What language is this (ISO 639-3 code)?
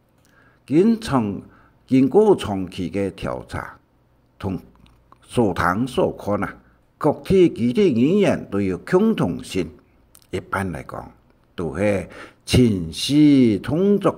hak